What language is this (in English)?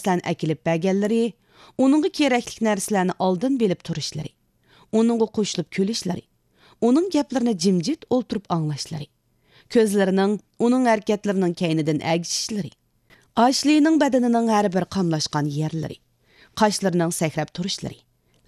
Uyghur